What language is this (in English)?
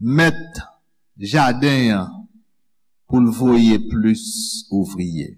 Haitian Creole